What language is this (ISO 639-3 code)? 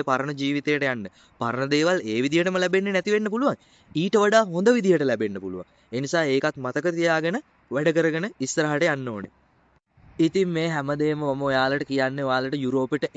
sin